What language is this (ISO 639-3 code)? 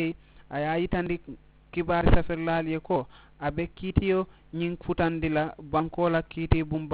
man